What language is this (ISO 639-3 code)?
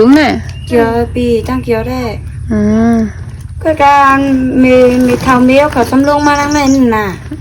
shn